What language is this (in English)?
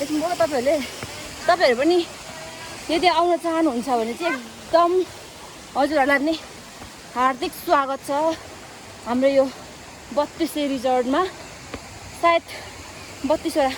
Nepali